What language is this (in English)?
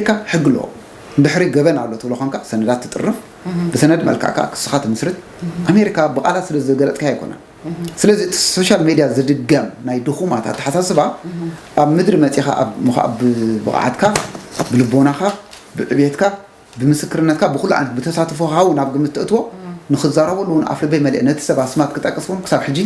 Tigrinya